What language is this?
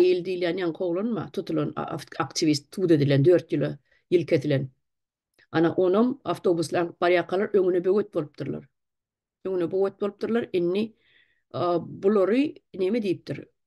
Turkmen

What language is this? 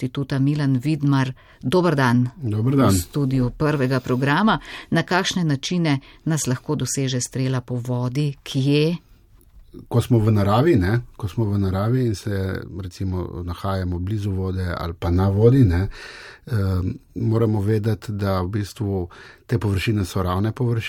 Slovenian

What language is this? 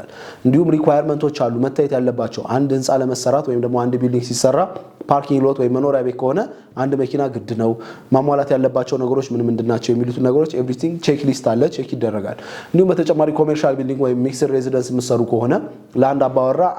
Amharic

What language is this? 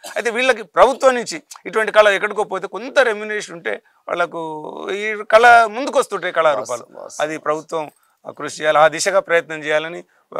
Telugu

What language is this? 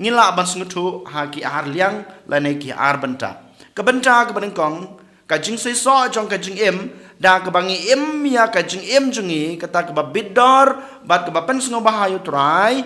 Khasi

